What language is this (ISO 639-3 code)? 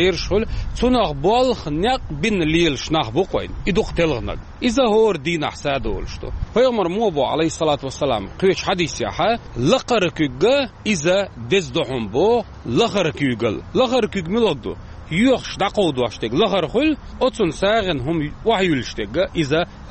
che